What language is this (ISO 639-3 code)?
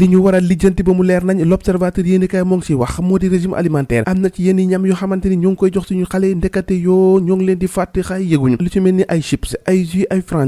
wol